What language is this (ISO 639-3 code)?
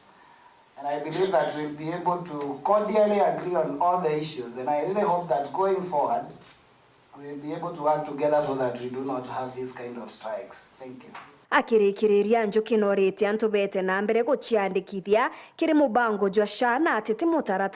mer